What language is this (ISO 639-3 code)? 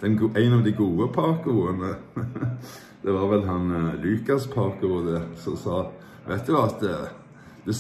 nor